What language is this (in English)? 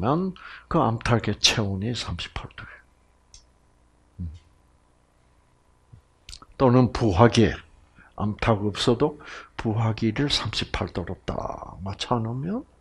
Korean